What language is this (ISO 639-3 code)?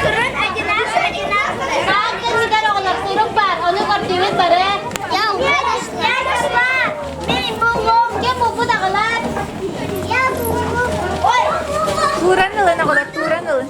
sah